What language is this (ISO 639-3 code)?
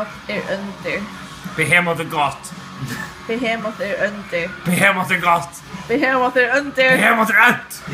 fao